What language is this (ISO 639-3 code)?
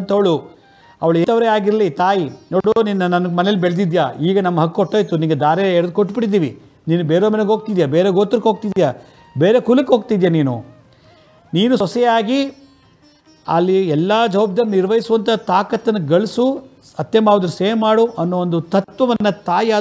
kan